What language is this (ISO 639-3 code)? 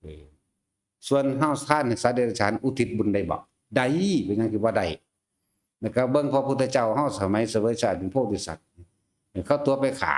tts